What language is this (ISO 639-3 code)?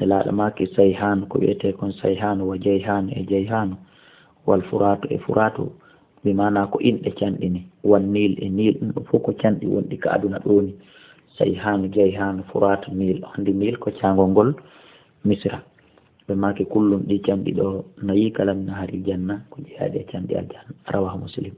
ful